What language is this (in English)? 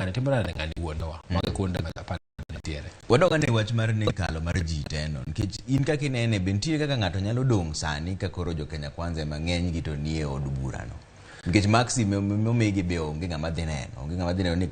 Luo (Kenya and Tanzania)